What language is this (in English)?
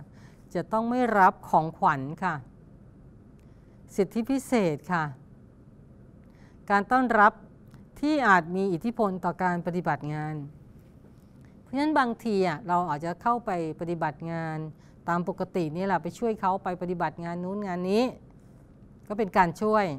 Thai